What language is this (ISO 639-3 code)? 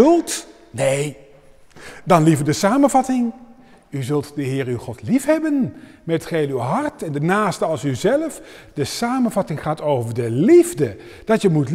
nld